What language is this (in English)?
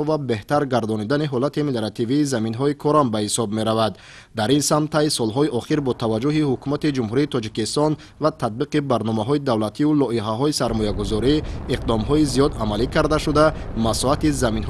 Tajik